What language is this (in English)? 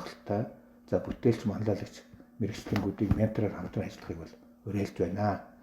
Mongolian